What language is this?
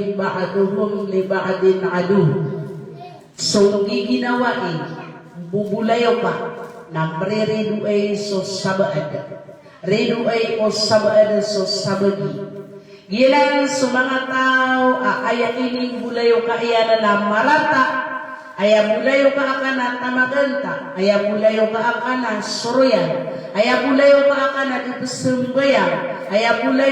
Maranao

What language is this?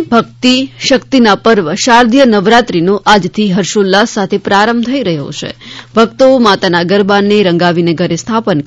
Gujarati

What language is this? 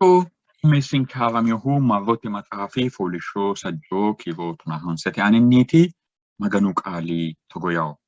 Sidamo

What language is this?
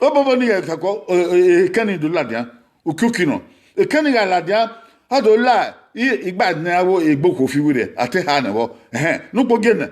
Bini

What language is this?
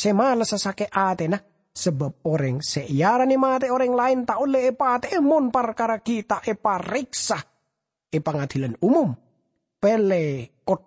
Madurese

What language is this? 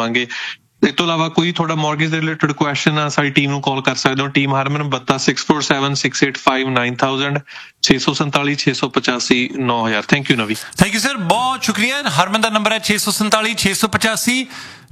Punjabi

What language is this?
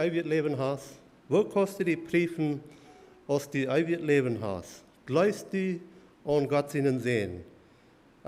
Plautdietsch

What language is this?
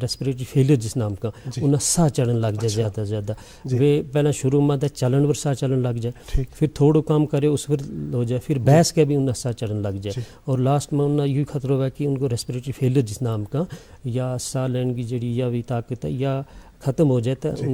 Gujari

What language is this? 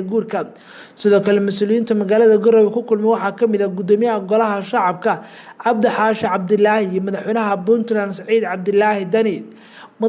Somali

